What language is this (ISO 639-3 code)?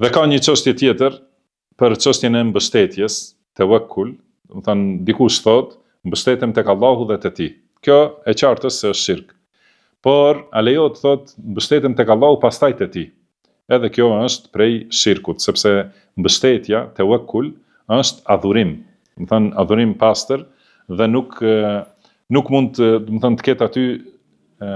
sqi